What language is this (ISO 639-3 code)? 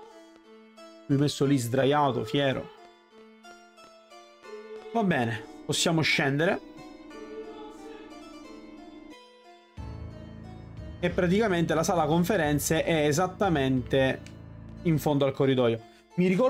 ita